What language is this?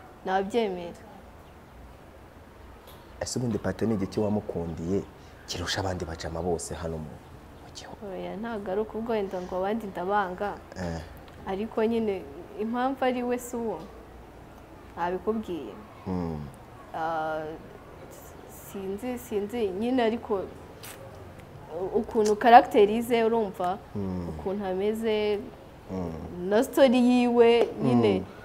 Kinyarwanda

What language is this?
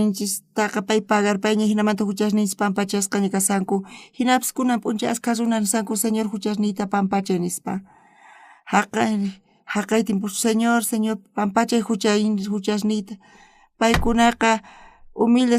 South Bolivian Quechua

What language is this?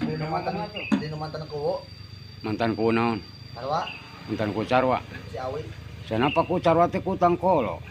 Sundanese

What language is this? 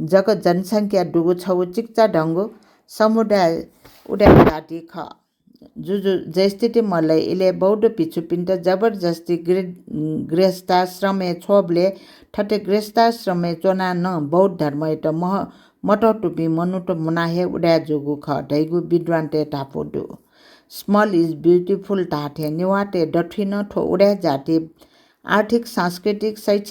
Newari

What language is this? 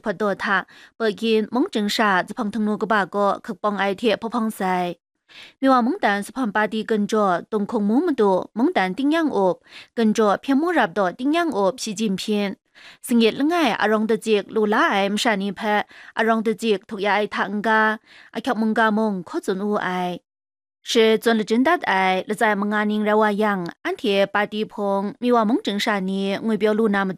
Kachin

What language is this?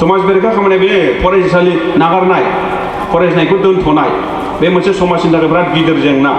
Bodo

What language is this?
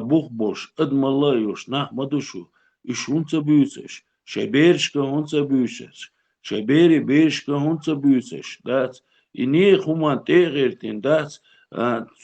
Chechen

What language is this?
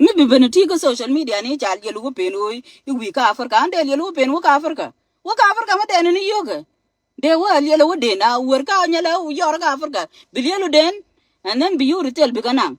Nuer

